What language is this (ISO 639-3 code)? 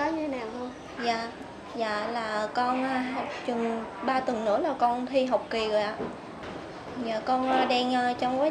vie